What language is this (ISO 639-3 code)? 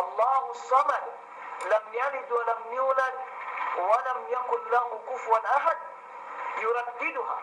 yka